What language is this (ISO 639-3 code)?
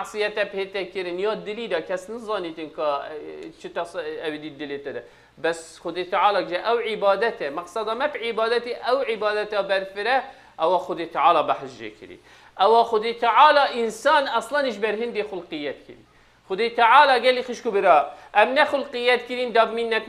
kur